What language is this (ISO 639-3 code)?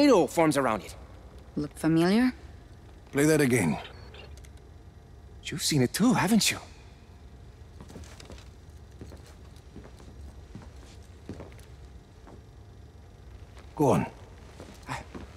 eng